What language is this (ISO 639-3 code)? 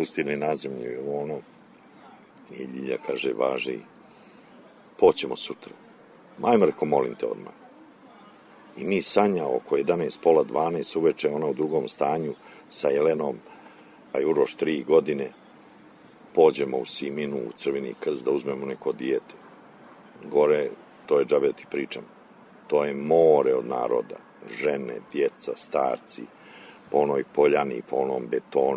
srp